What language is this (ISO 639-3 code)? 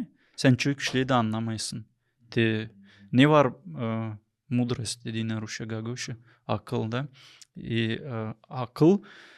gag